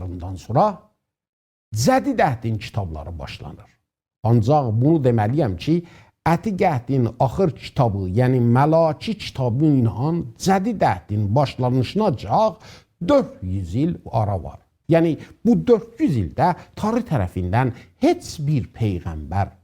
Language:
South Azerbaijani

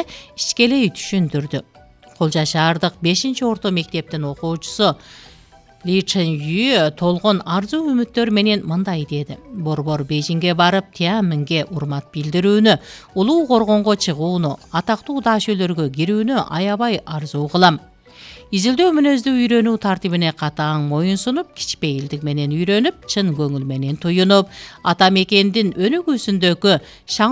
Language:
Kyrgyz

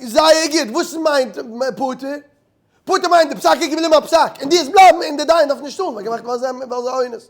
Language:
Yiddish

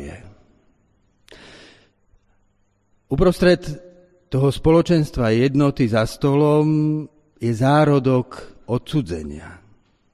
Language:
Slovak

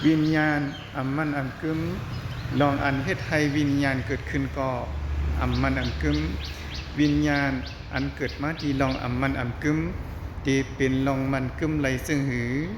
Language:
Shan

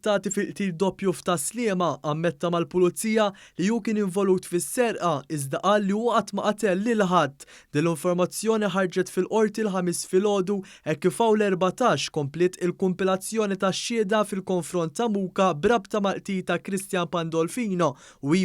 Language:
Maltese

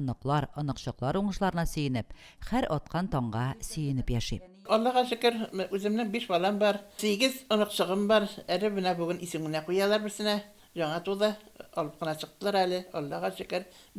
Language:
Tatar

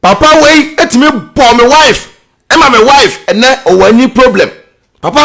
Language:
Akan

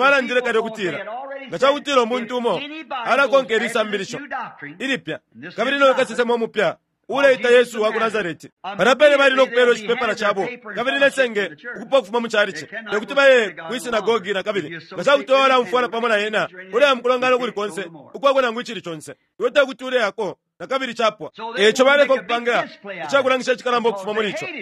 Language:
Bemba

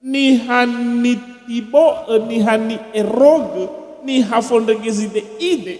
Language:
Nias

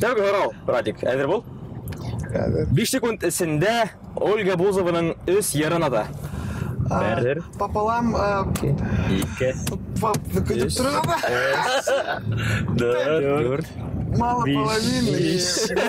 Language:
Bashkir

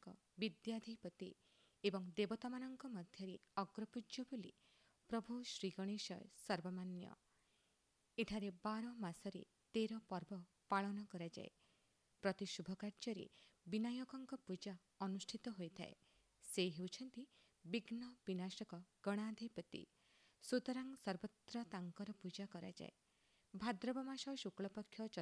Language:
Odia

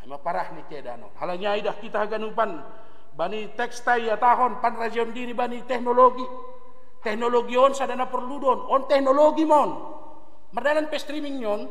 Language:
Batak Simalungun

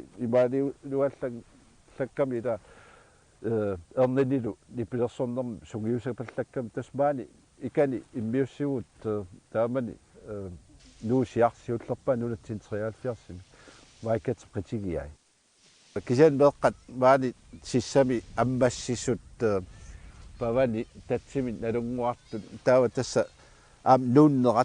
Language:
Kalaallisut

